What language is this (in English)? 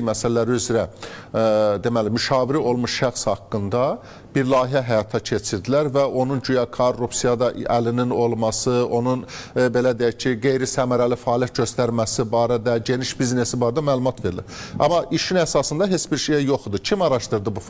Azerbaijani